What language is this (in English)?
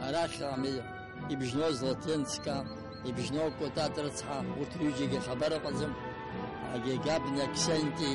Abkhazian